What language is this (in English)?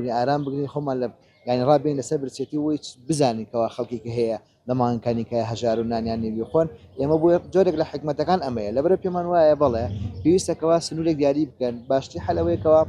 Central Kurdish